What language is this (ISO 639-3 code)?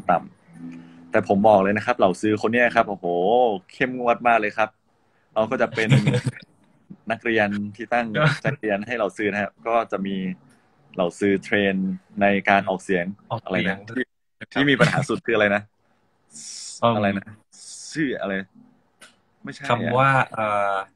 tha